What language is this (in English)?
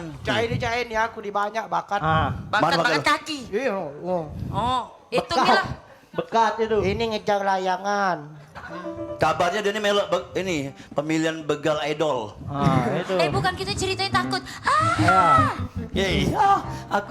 Musi